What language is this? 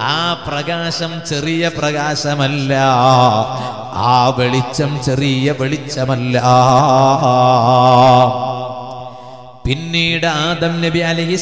Malayalam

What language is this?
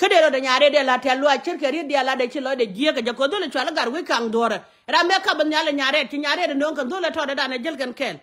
Nuer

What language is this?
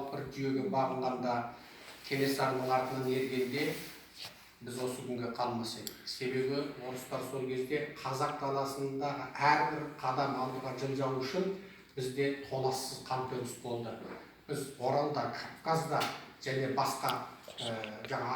Kazakh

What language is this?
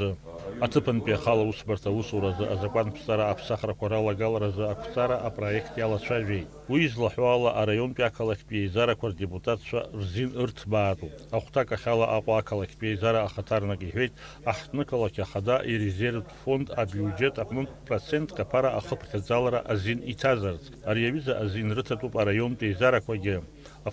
Abkhazian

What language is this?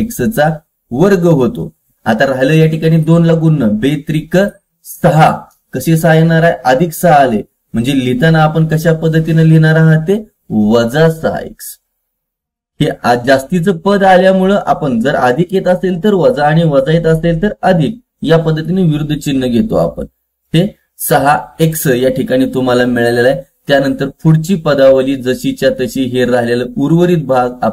Marathi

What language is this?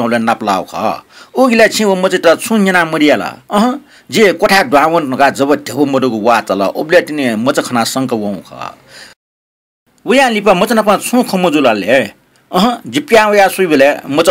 Newari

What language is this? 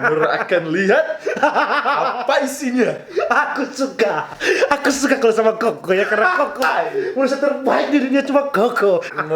Manado Malay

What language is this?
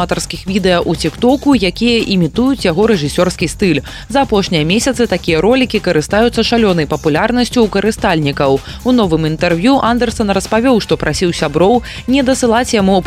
Belarusian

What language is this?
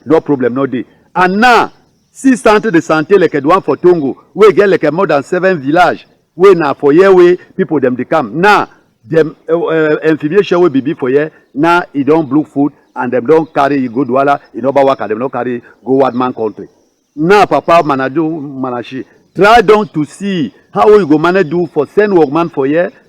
Cameroon Pidgin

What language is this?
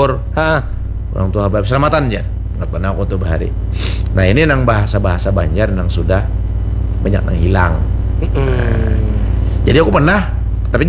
Banjar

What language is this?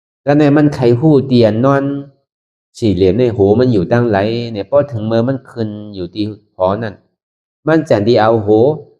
Shan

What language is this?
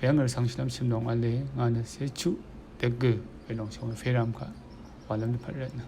Rawang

